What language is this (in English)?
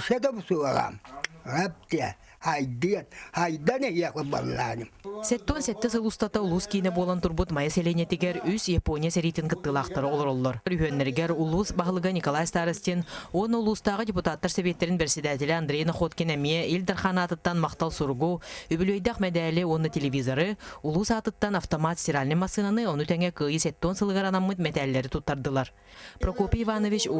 Yakut